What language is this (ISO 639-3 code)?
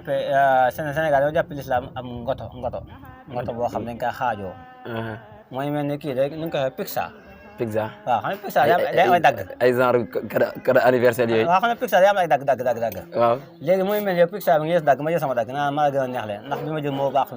wol